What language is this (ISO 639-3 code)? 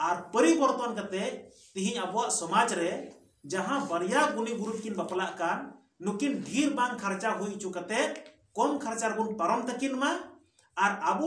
sat